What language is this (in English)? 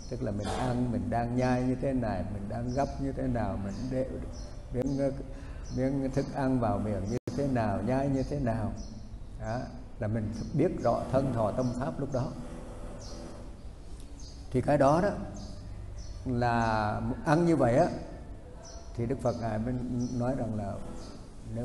Vietnamese